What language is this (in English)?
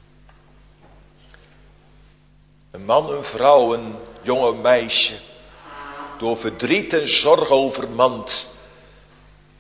Dutch